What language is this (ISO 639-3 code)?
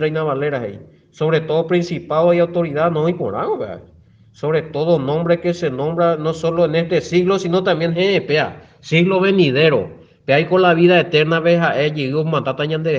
grn